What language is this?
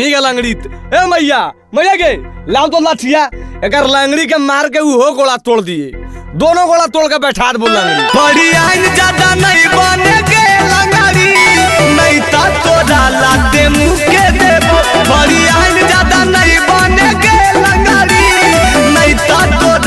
Magahi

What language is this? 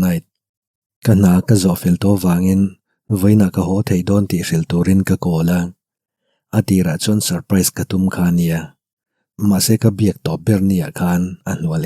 Mizo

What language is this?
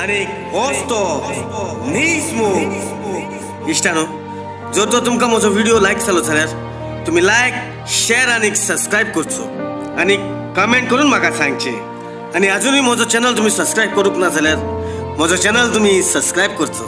Konkani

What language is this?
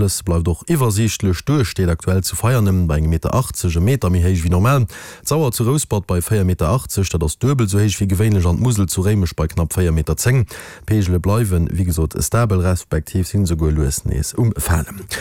Luxembourgish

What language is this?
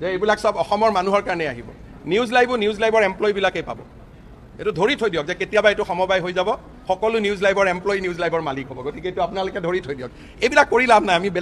Assamese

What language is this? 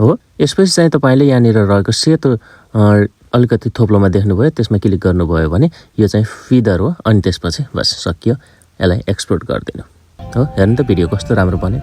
Nepali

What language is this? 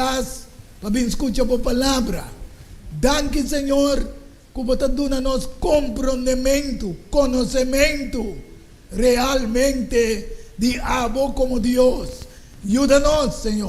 Papiamento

